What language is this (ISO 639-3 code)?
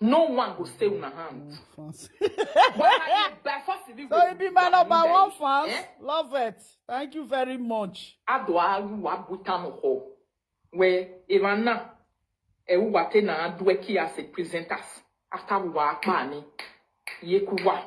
pcm